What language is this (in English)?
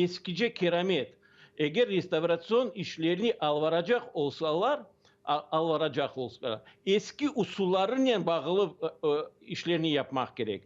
Crimean Tatar